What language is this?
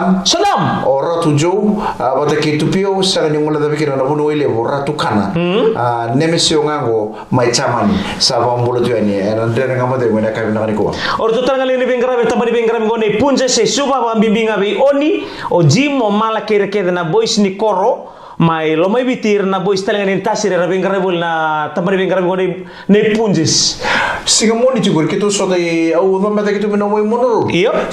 Fijian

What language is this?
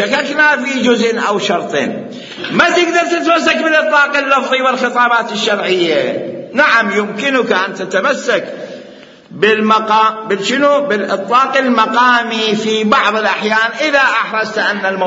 Mesopotamian Arabic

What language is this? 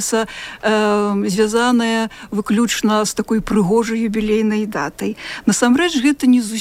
Belarusian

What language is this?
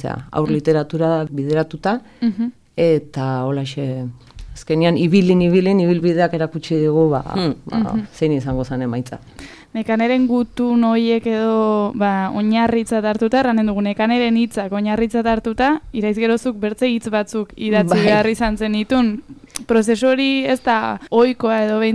Basque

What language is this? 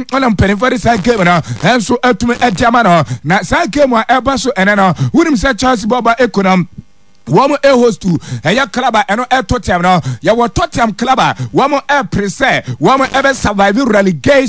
Akan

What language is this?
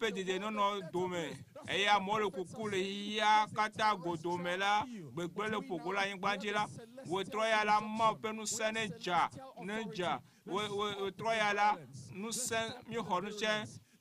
Ewe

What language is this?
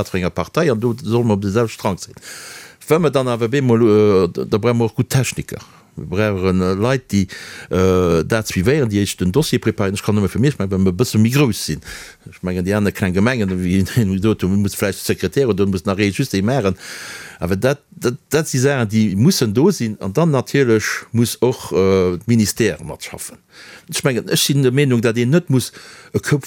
Luxembourgish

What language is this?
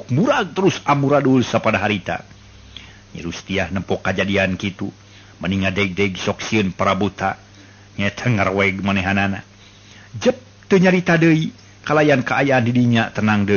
Sundanese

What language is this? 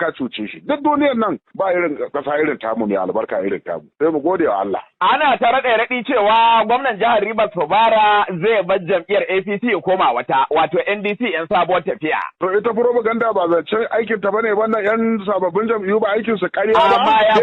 Hausa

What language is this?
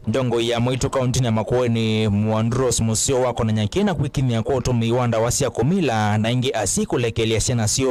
Kamba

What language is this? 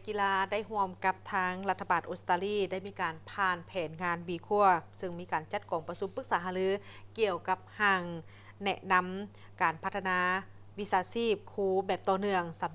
Lao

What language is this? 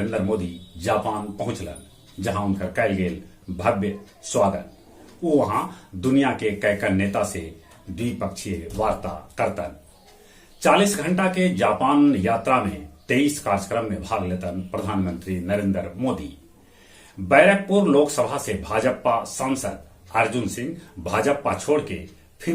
Magahi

